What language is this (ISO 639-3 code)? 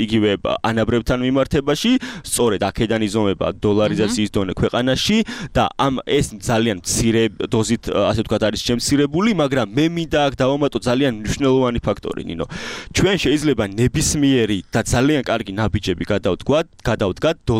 kat